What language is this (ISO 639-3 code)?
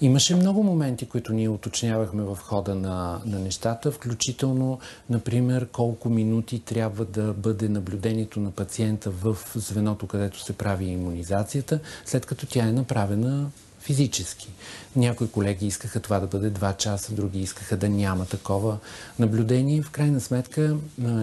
bul